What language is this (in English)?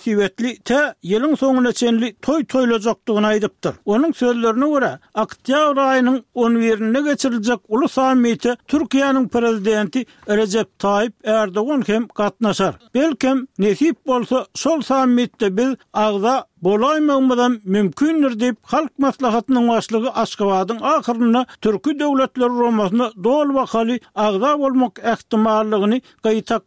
Turkmen